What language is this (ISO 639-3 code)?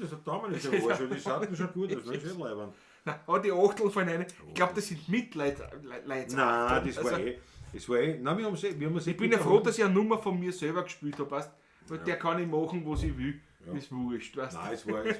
bar